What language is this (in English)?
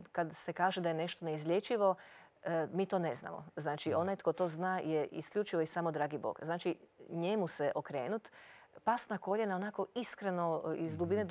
Croatian